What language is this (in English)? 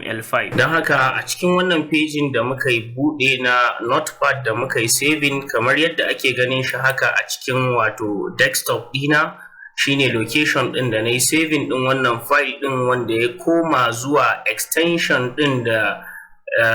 Hausa